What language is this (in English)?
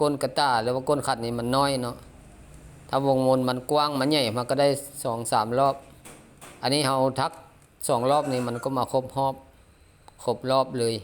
Lao